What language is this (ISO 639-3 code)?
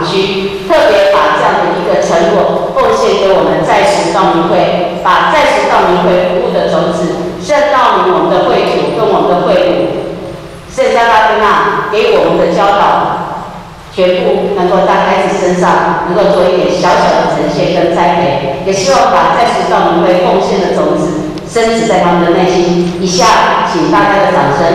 zho